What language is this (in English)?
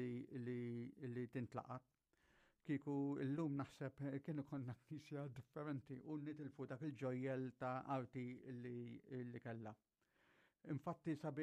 Maltese